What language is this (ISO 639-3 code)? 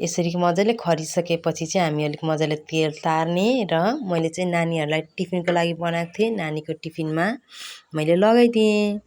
nep